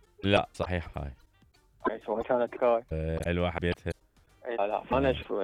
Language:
Mesopotamian Arabic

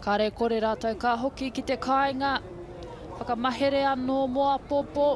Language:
Māori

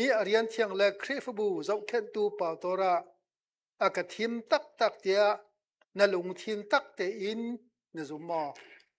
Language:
Hakha Chin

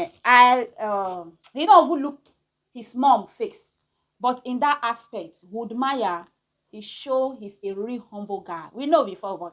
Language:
Nigerian Pidgin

